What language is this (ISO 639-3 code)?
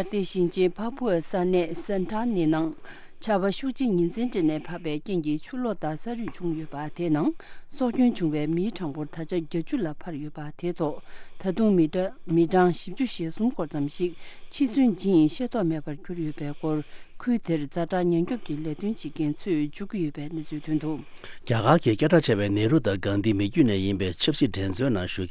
bod